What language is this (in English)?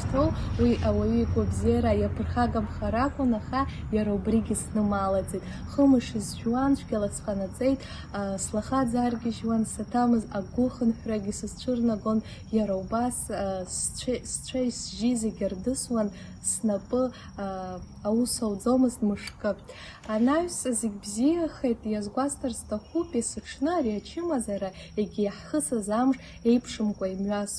Abkhazian